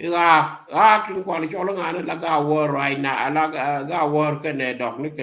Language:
Nuer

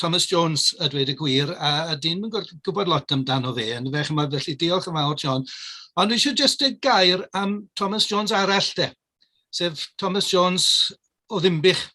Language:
Welsh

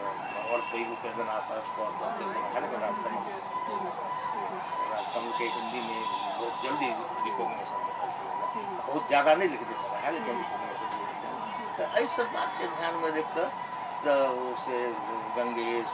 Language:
Maithili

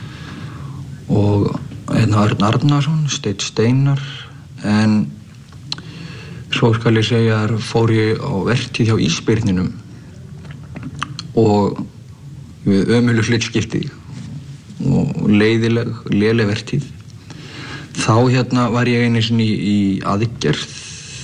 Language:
Icelandic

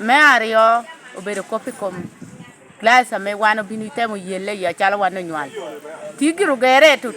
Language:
Lango (Uganda)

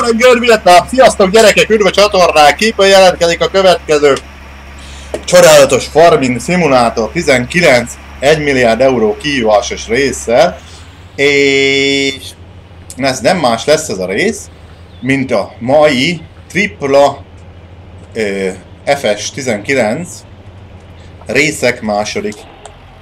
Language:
Hungarian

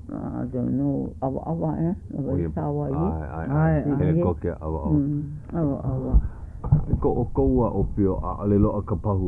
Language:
Hawaiian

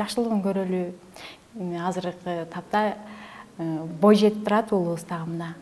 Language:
Kyrgyz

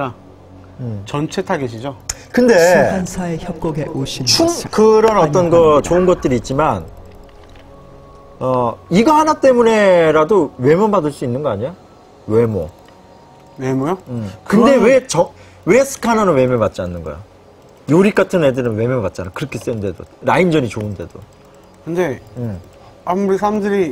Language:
Korean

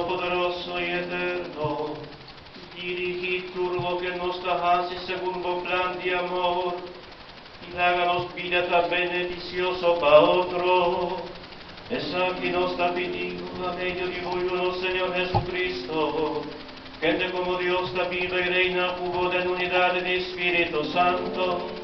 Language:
Papiamento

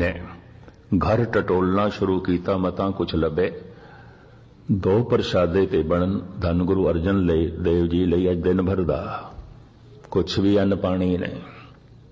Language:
Punjabi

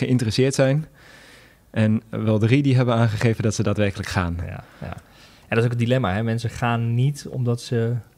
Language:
Dutch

